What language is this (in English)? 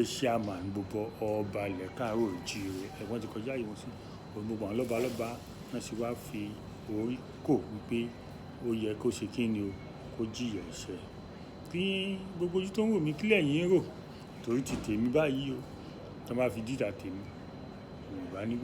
Yoruba